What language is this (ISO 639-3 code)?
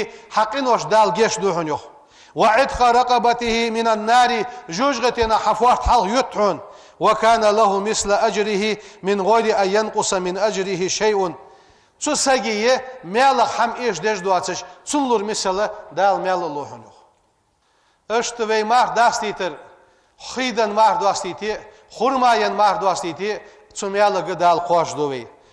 inh